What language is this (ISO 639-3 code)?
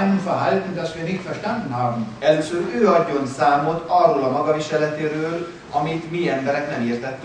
hun